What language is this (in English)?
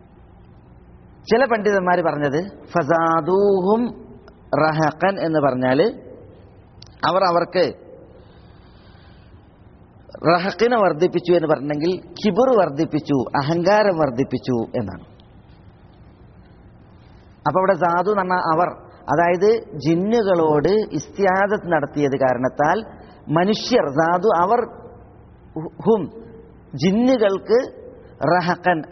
Malayalam